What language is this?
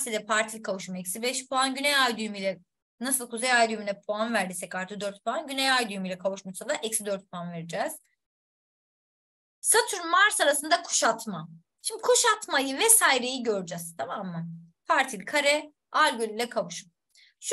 Turkish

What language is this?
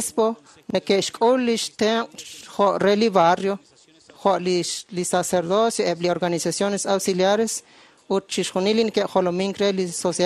Kekchí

